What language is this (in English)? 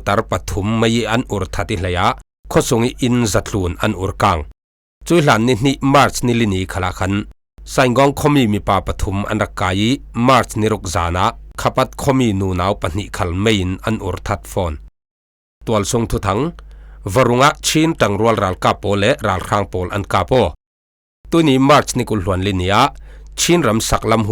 Falam Chin